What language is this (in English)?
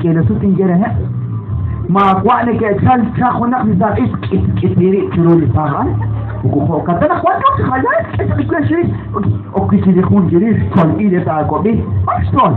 Kekchí